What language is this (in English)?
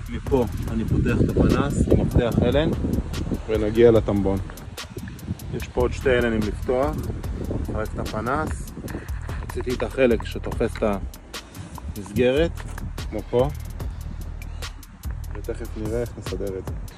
Hebrew